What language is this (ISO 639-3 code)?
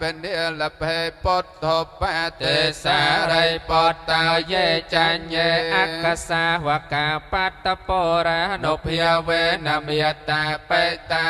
khm